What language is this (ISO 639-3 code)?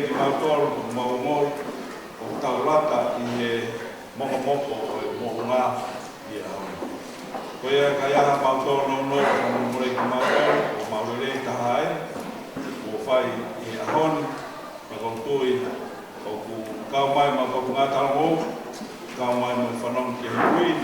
ton